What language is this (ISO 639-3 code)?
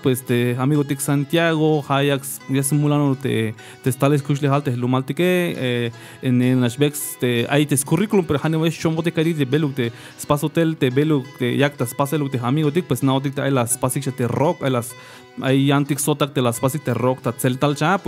tzh